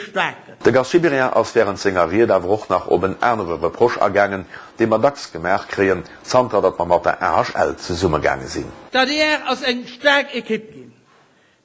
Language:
Luxembourgish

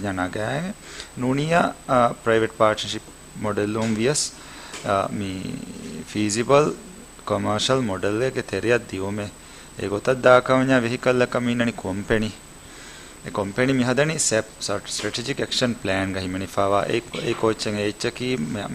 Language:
Divehi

